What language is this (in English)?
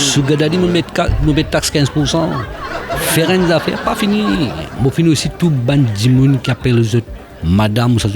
Morisyen